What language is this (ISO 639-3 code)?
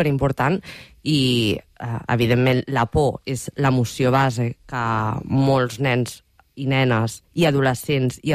cat